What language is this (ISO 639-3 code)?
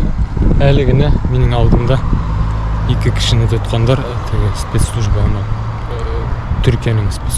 bak